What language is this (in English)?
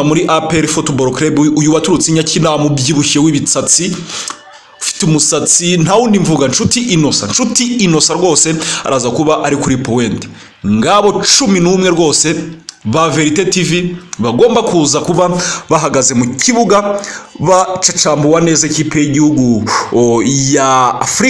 Kinyarwanda